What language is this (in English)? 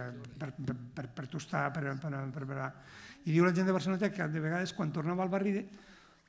Catalan